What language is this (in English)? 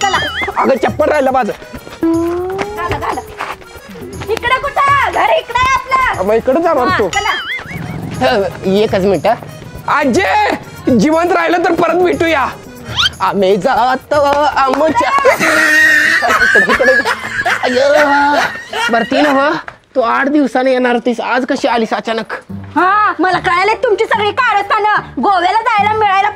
Marathi